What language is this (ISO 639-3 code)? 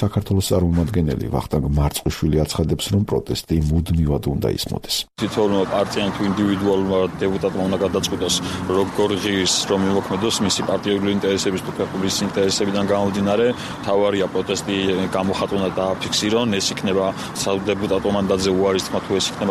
kat